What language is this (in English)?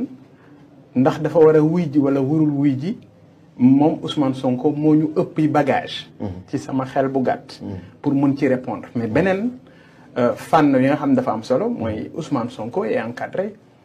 Wolof